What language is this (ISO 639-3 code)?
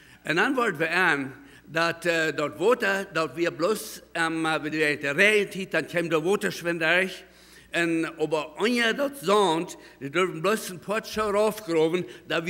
pdt